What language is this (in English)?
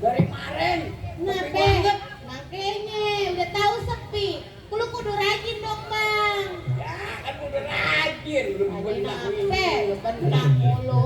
Betawi